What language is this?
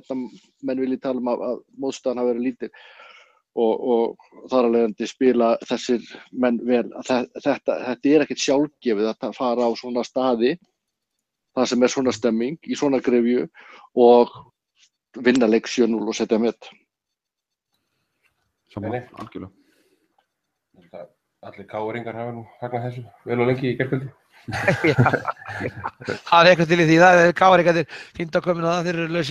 Icelandic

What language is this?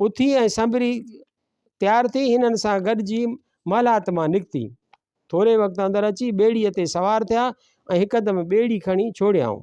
Sindhi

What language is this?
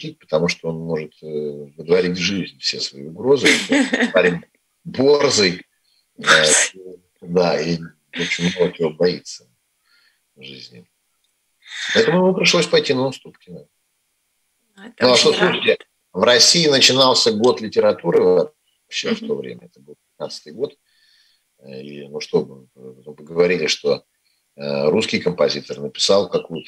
Russian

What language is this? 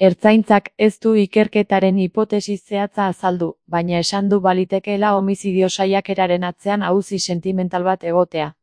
Basque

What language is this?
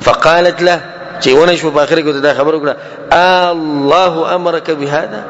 Pashto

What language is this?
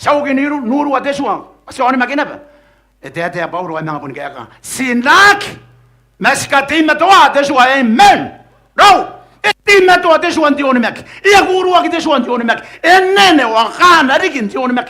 Gilbertese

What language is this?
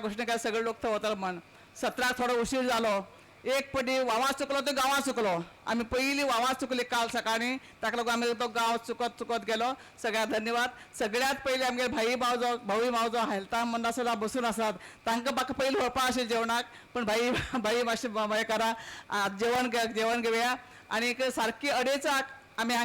Konkani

